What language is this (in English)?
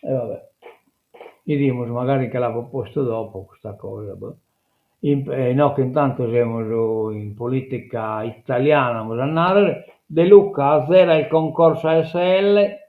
Sardinian